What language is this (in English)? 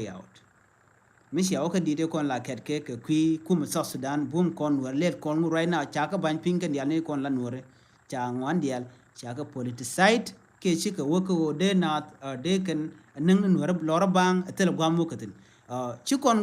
Nuer